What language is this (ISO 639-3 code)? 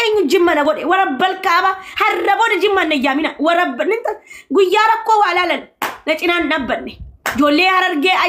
orm